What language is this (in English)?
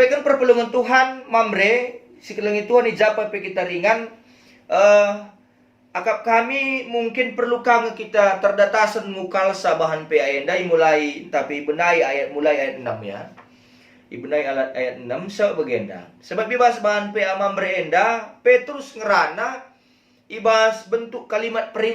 Batak Karo